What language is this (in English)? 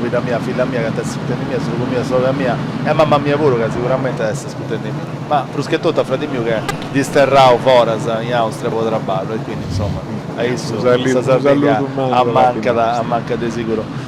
Sardinian